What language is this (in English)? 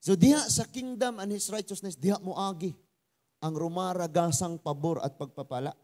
Cebuano